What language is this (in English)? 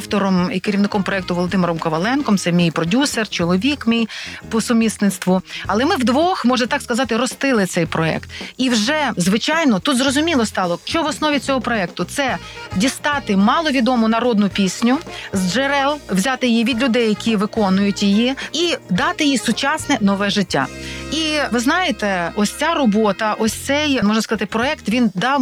Ukrainian